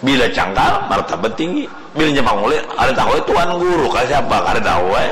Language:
Banjar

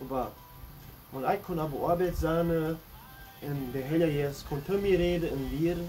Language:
Plautdietsch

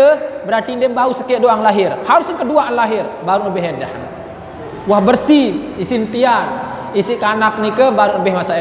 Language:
Sasak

